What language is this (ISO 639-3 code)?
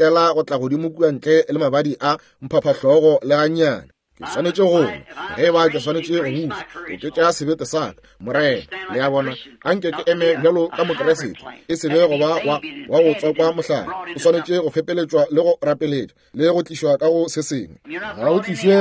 nso